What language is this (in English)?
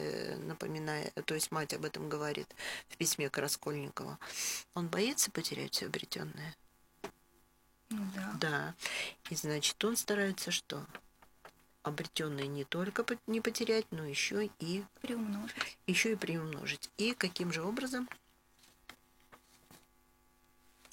Russian